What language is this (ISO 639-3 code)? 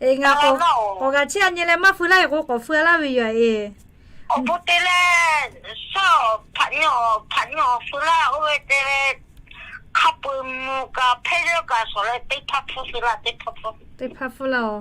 lhu